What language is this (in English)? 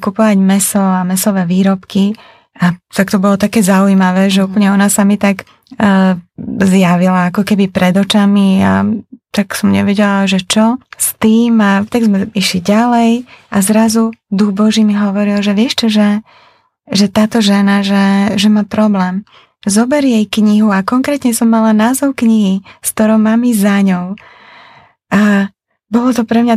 Slovak